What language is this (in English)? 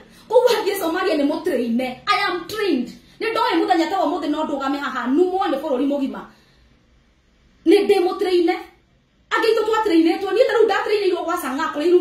Kikuyu